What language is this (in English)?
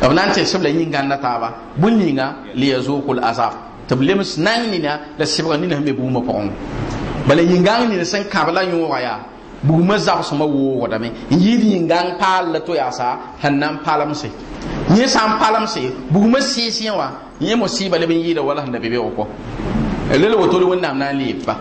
Mossi